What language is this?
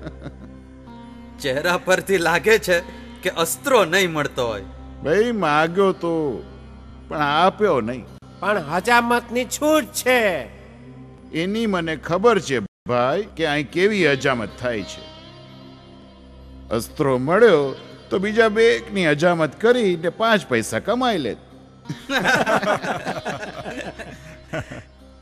Gujarati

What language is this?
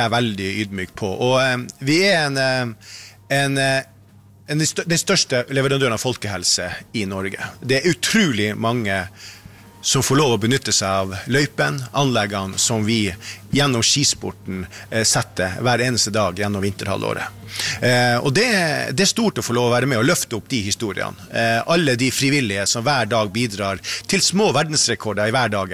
Norwegian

